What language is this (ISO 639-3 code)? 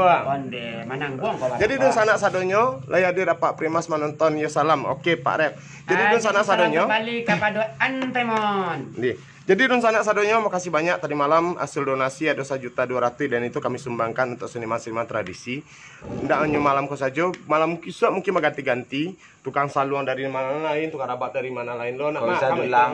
min